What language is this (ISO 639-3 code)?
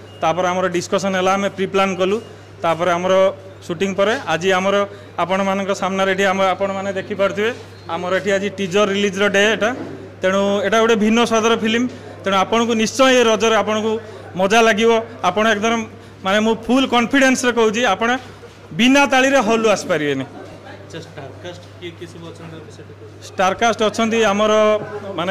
ori